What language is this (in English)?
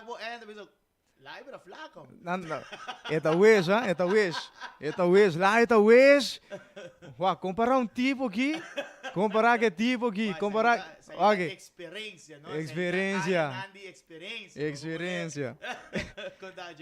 Papiamento